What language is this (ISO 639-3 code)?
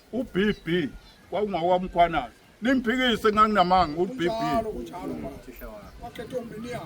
zul